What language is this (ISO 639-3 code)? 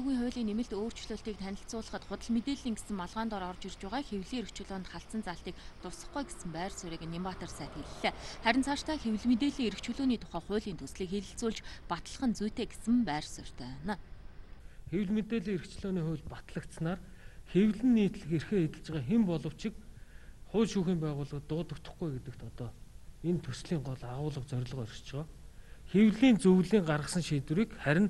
mon